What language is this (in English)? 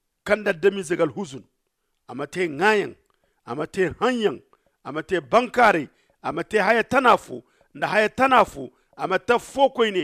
Zarma